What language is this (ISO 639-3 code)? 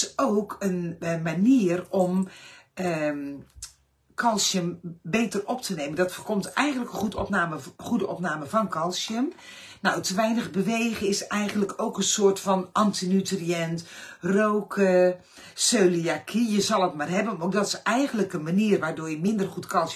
nld